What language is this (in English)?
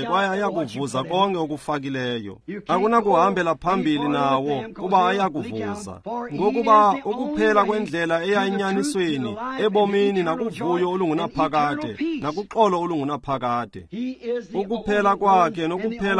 Xhosa